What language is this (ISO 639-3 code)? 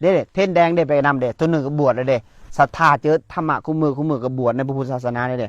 tts